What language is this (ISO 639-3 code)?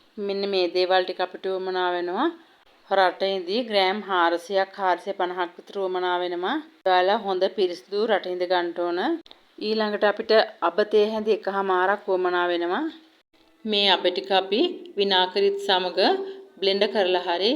sin